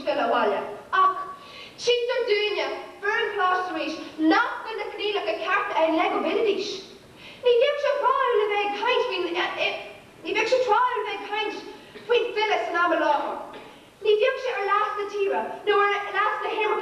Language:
Irish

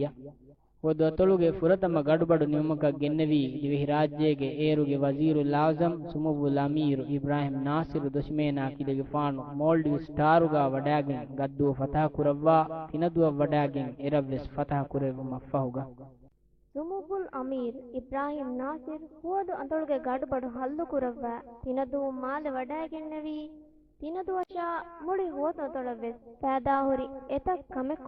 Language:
Divehi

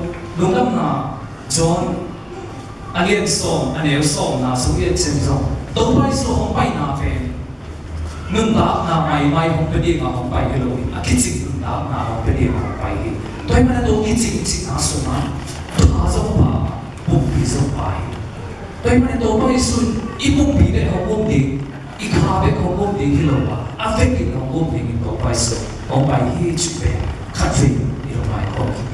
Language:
Tedim Chin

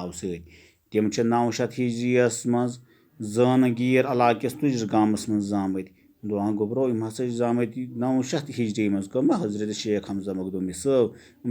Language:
Kashmiri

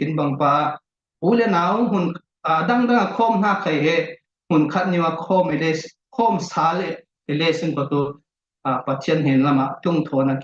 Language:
Falam Chin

